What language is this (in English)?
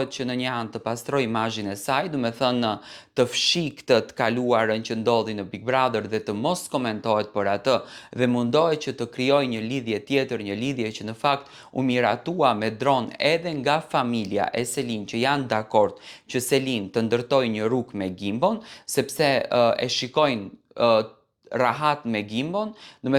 Albanian